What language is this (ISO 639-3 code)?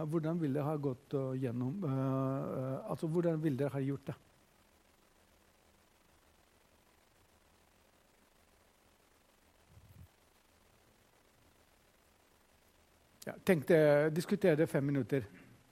nor